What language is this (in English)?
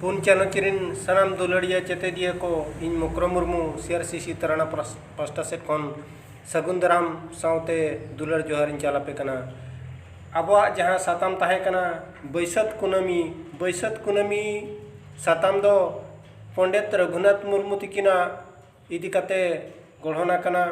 Santali